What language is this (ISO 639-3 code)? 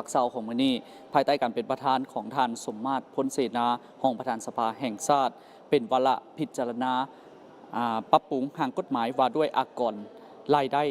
lao